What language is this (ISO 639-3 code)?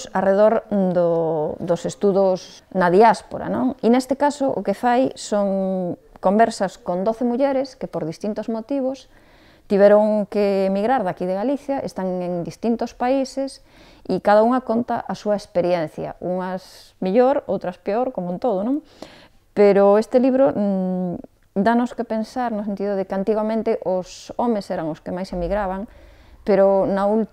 glg